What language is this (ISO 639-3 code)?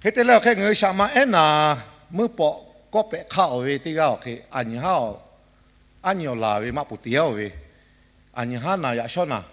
lhu